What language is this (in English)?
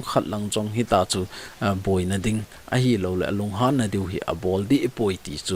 Thado Chin